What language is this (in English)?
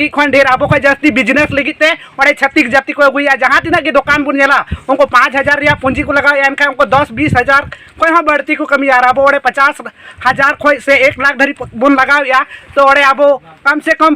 Santali